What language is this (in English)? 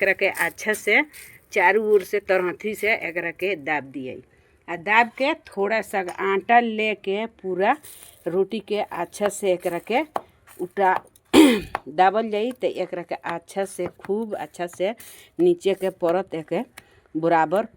Bhojpuri